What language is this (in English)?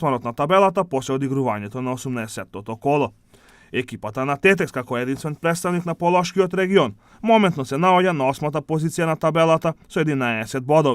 Macedonian